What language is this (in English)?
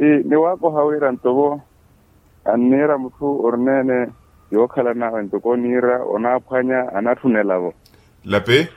Makhuwa